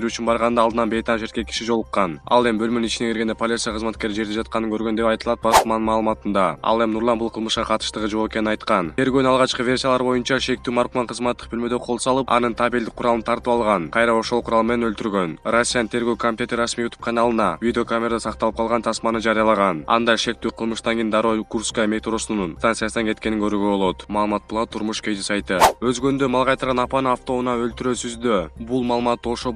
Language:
Kyrgyz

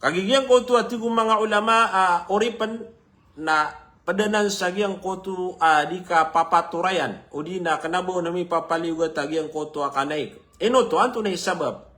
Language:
Maranao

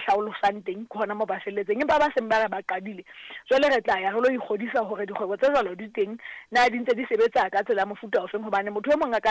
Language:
Southern Sotho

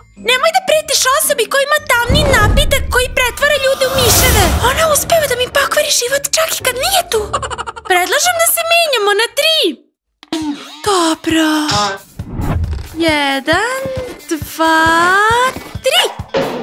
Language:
Serbian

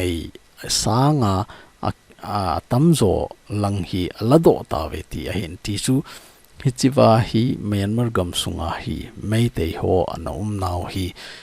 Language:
Thado Chin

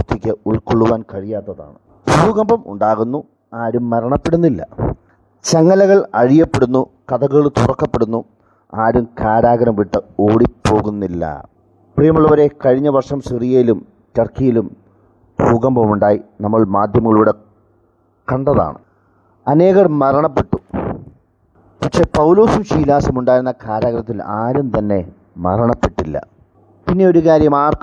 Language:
Malayalam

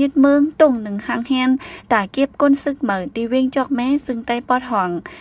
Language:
Shan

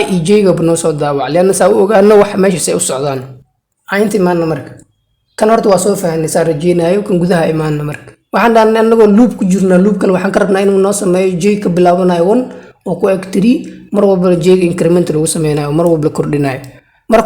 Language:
Somali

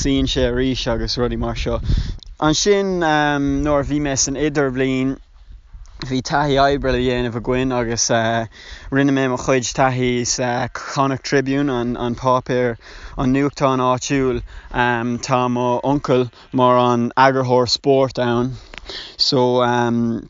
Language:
Irish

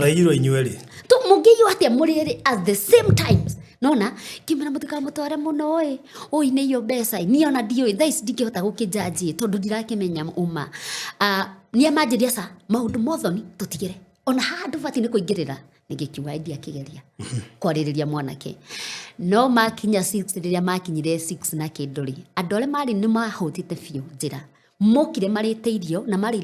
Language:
Kikuyu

